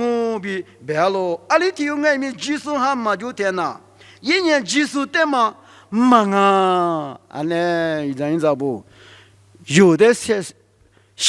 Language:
Lisu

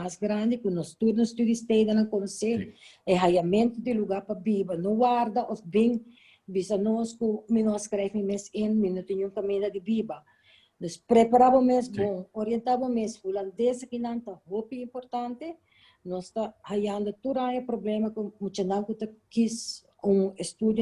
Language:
Papiamento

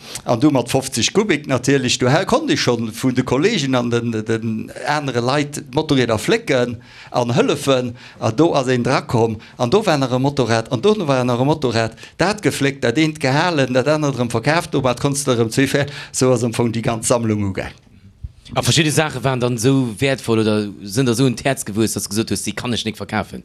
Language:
Luxembourgish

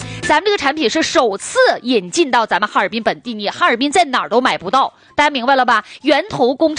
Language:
Chinese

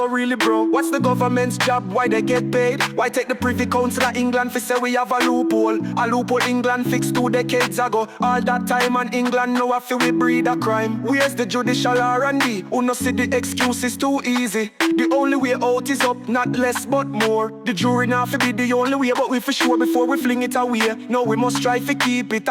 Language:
Jamaican Creole English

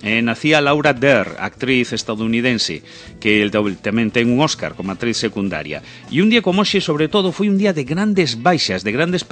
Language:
Galician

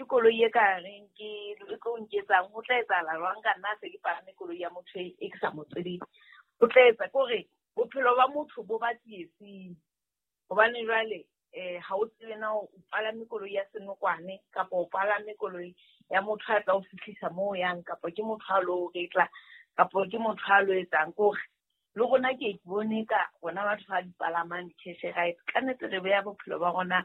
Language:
Southern Sotho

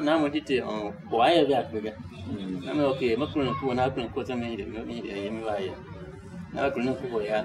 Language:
Tiv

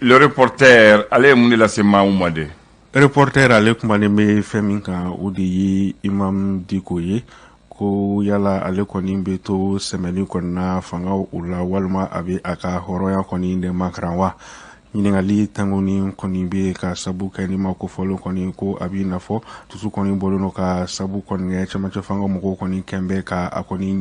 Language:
Bambara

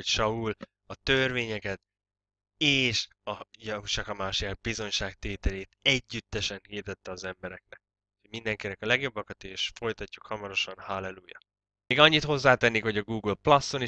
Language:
Hungarian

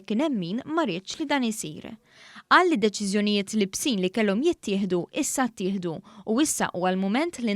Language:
Maltese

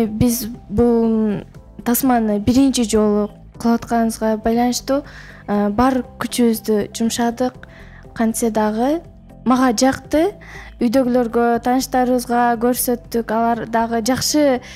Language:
Kyrgyz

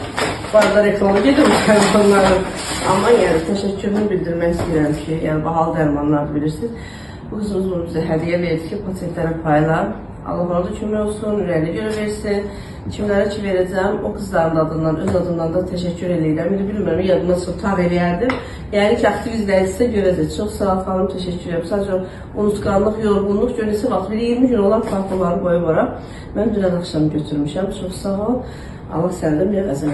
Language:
Azerbaijani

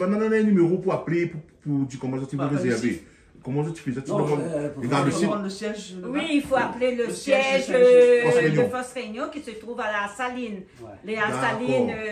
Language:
Réunion Creole French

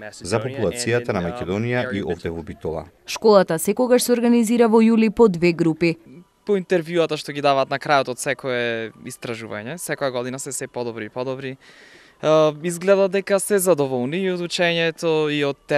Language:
Macedonian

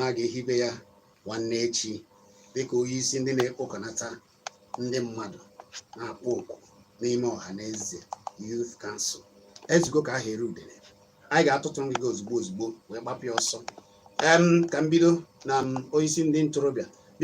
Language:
Igbo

